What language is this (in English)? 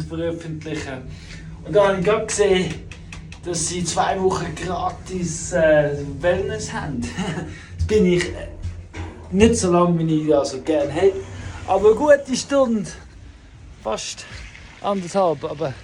Swiss German